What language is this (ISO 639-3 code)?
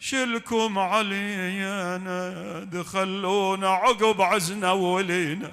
acm